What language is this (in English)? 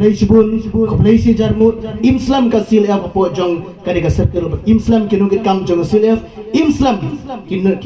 Khasi